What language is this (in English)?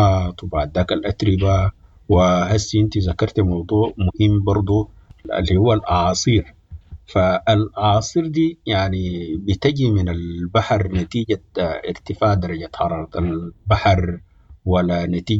Sudanese Arabic